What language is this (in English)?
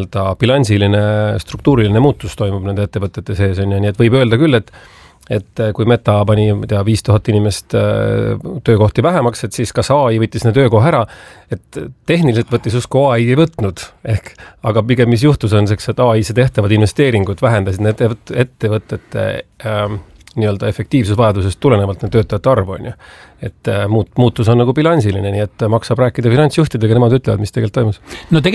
Estonian